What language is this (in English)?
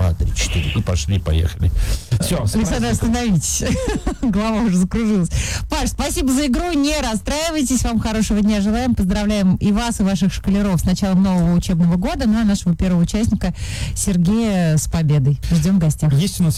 Russian